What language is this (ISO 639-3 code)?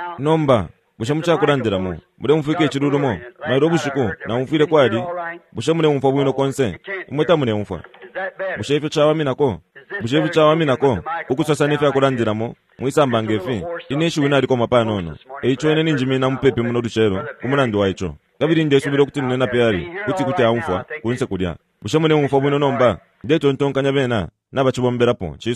bem